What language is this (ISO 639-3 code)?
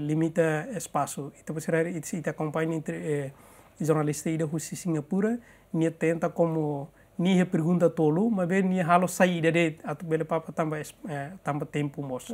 tet